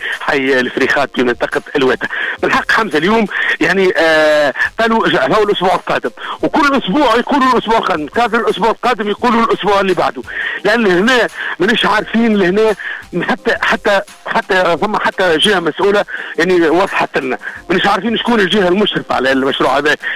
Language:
Tunisian Arabic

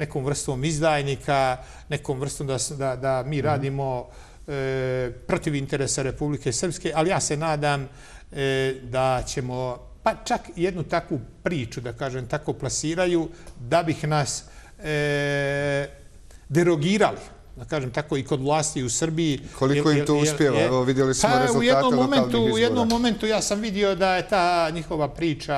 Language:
Bosnian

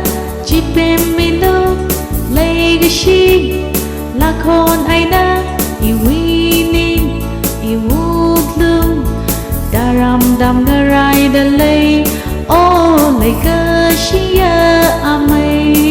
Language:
Tangkhul Naga (India)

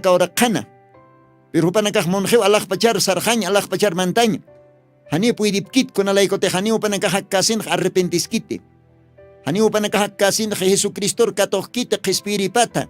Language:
Aymara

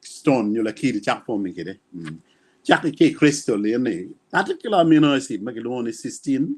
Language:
Acoli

